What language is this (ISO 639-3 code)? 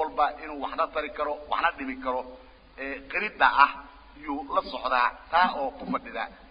som